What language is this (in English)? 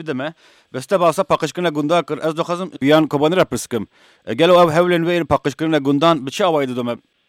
Kurdish